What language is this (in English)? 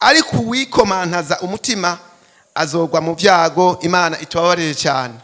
Rundi